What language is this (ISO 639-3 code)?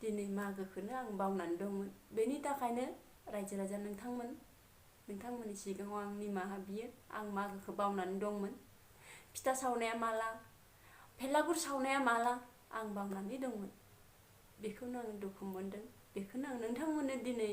brx